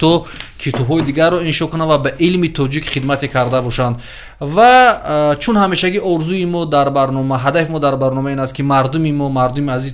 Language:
Tajik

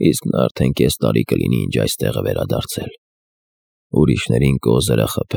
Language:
Armenian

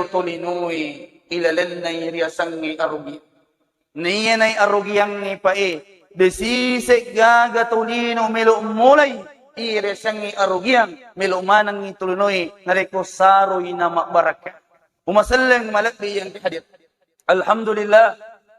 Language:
Buginese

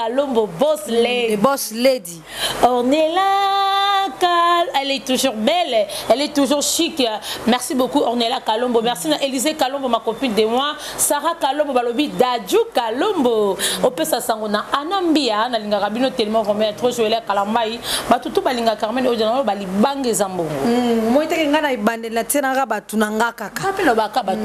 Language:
Lingala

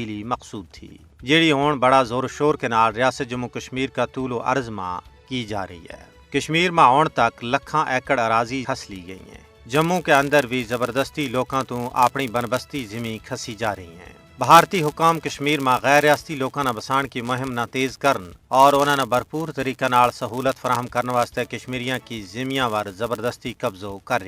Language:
Gujari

